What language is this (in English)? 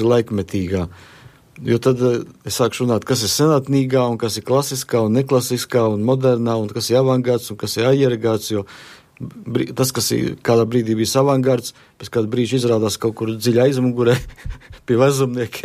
Latvian